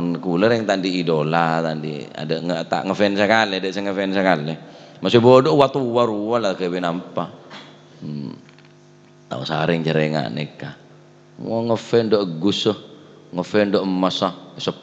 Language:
Madurese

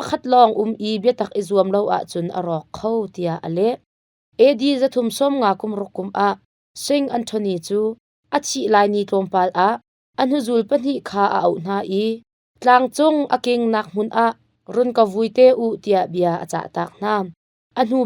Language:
Hakha Chin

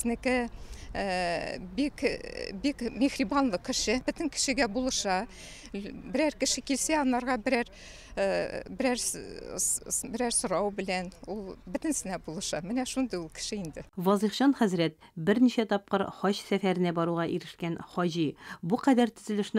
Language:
Tatar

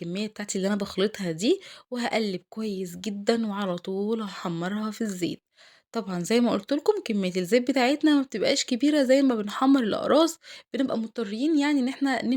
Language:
Egyptian Arabic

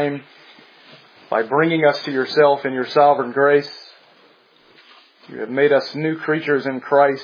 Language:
English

